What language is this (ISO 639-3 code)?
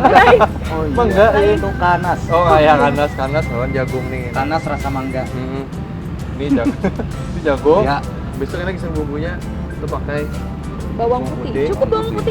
bjn